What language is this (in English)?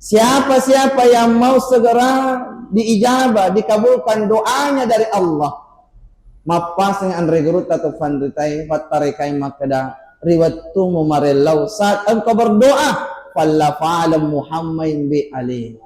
Buginese